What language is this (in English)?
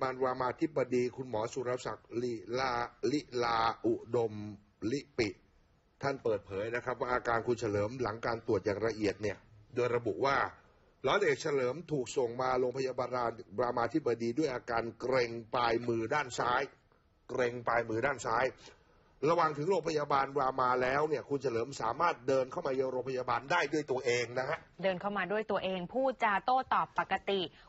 Thai